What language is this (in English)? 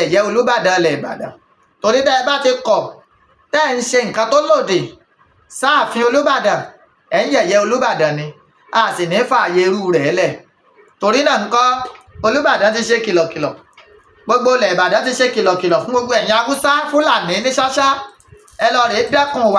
Yoruba